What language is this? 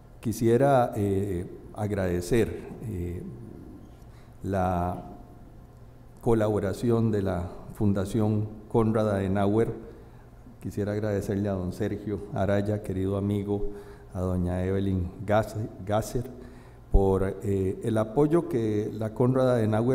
Spanish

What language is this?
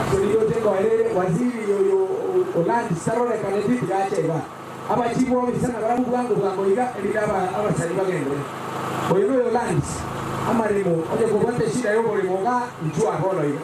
Gusii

